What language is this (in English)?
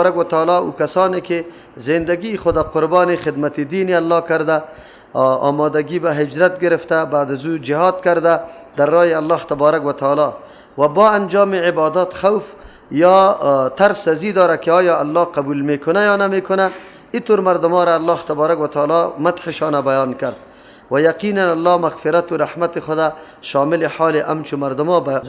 Persian